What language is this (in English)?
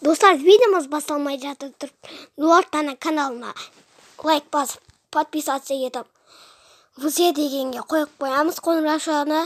Kazakh